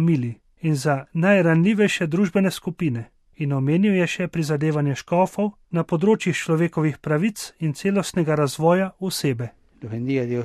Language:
Slovenian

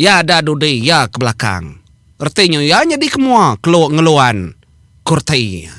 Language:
Iban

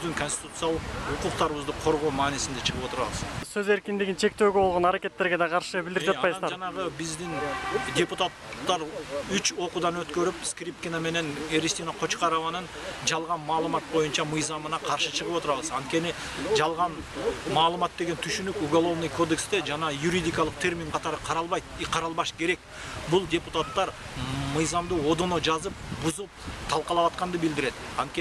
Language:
Kyrgyz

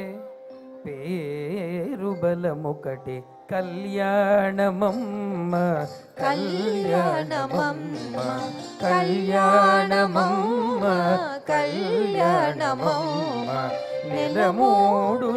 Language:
Telugu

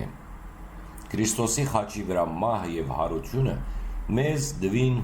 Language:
Western Armenian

